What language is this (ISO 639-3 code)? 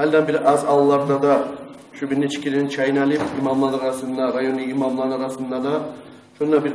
kum